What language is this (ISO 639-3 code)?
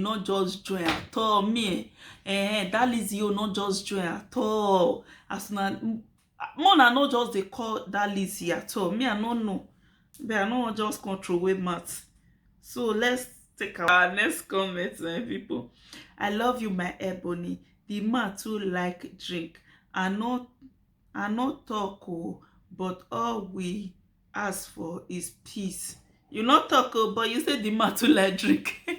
pcm